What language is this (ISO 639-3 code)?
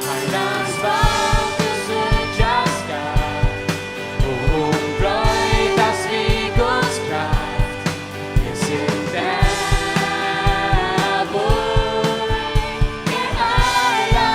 fao